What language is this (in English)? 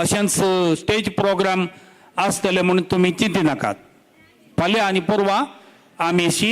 Konkani